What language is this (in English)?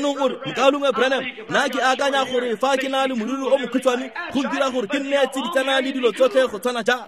Tswana